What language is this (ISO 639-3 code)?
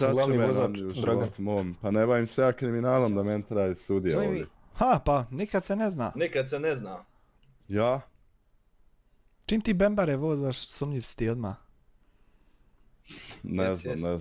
bos